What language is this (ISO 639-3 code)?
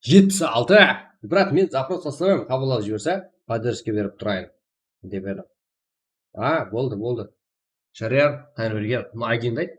kaa